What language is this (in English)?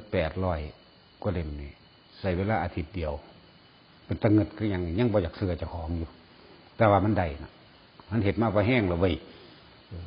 Northeastern Thai